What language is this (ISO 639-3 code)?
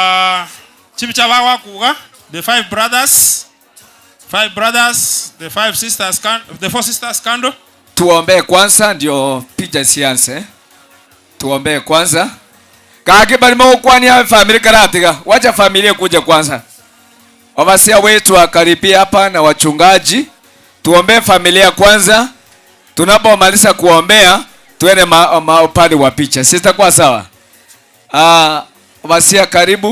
guz